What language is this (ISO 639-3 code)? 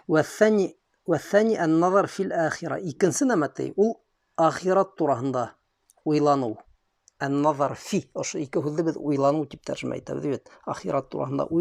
bak